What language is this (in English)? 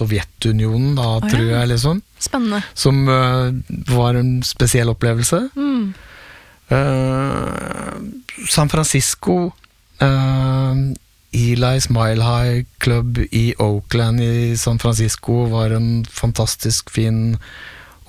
Norwegian